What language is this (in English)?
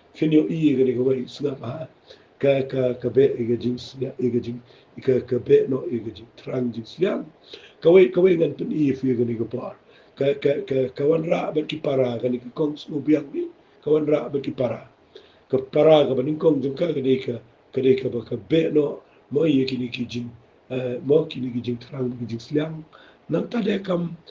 Khasi